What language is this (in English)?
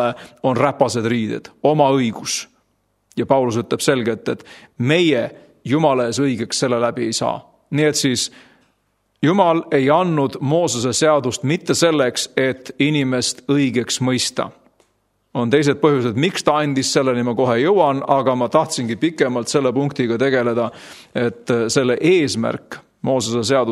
Estonian